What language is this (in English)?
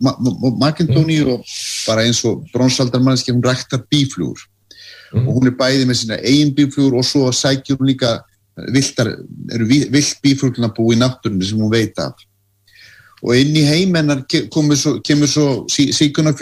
Icelandic